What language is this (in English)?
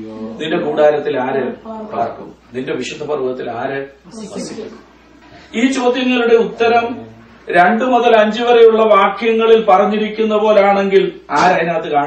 Malayalam